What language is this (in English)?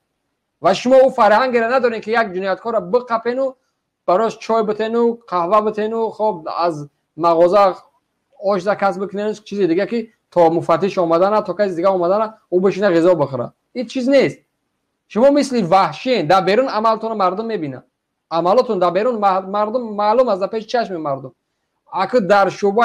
Tajik